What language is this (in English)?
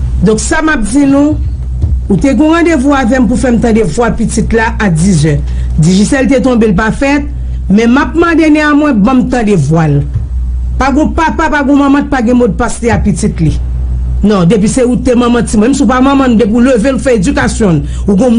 Haitian Creole